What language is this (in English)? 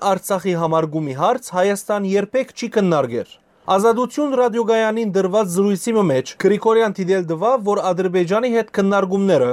Western Armenian